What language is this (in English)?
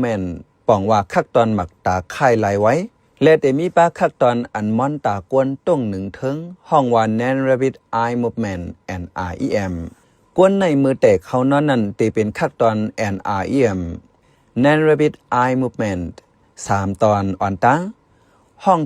Shan